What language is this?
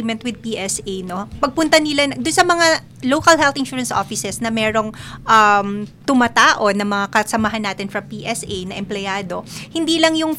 Filipino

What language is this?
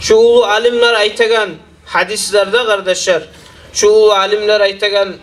Kumyk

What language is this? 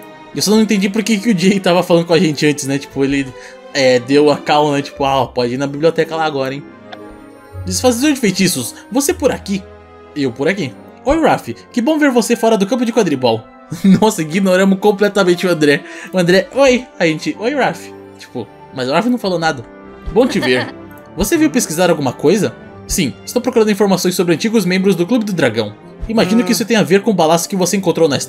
Portuguese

